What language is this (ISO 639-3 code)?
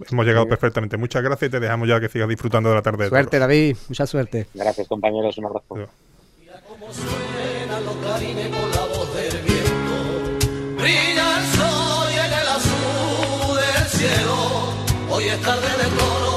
spa